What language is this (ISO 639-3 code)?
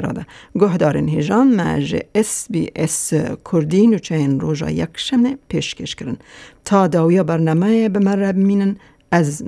kur